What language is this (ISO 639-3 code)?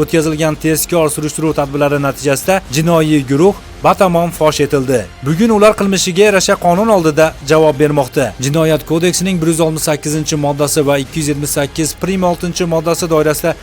uzb